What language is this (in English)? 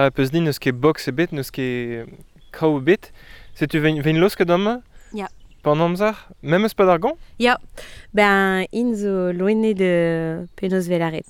Breton